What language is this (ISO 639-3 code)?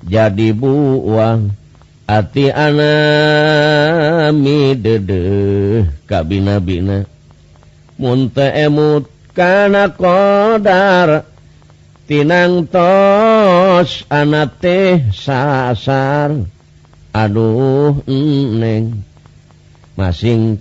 sun